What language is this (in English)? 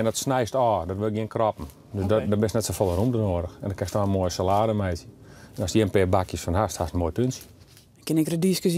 Western Frisian